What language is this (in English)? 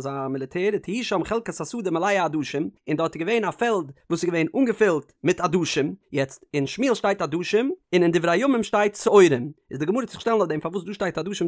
Yiddish